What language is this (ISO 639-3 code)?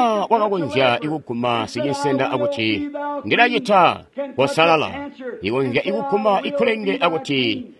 toi